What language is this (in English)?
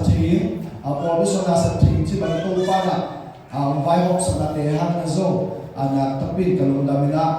Tedim Chin